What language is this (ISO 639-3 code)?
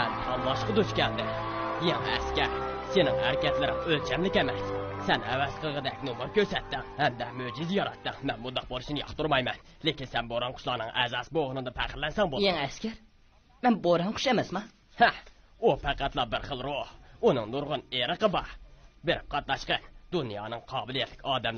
uig